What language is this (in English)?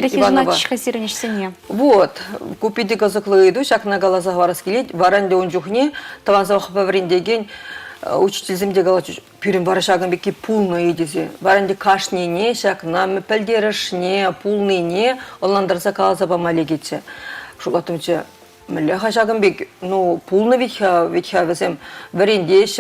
Chuvash